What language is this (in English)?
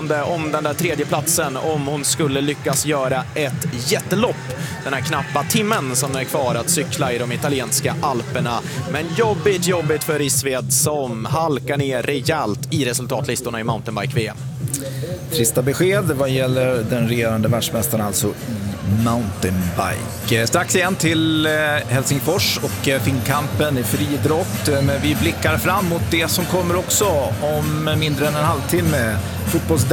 Swedish